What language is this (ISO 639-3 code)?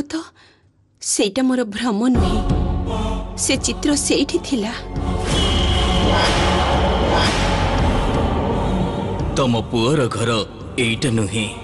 ori